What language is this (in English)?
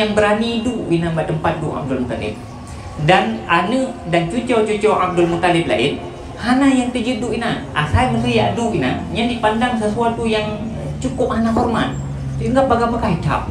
Achinese